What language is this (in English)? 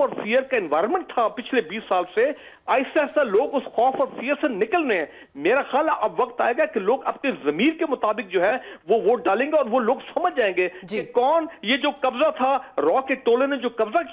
Urdu